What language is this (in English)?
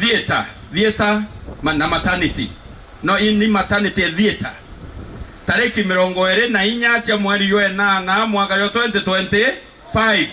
Meru